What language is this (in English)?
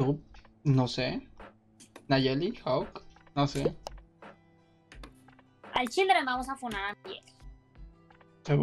Spanish